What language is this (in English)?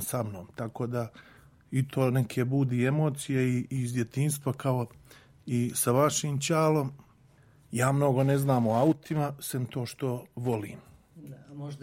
Serbian